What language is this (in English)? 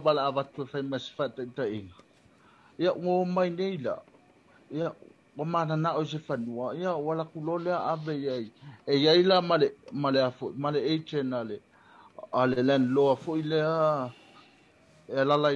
Samoan